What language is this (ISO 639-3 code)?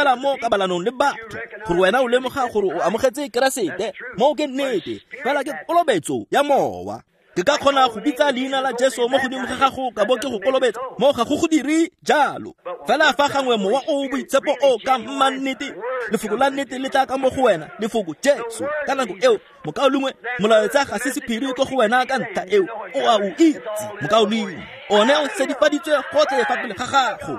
tsn